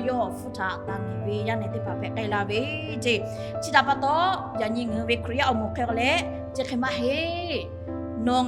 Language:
Lahu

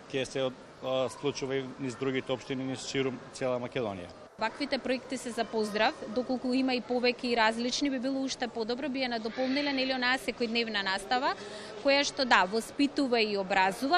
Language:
Macedonian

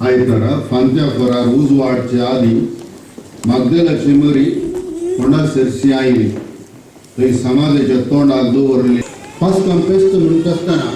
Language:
Konkani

